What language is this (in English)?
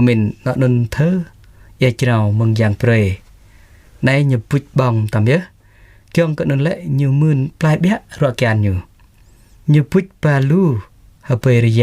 Jarai